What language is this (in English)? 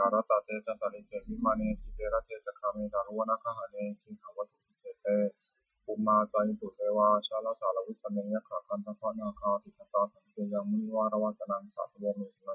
Pali